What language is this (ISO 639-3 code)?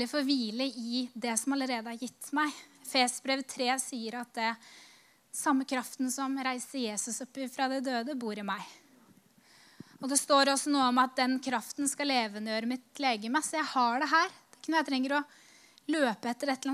nor